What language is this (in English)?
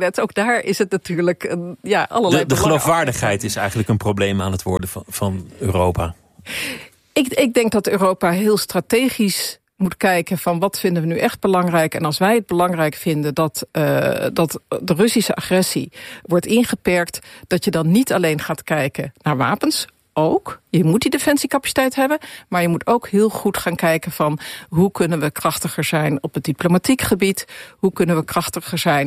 Dutch